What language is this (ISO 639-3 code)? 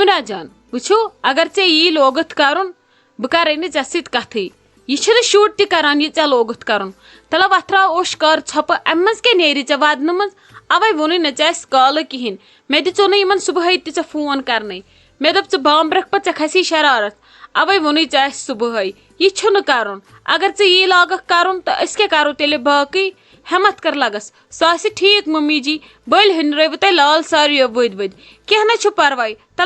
kas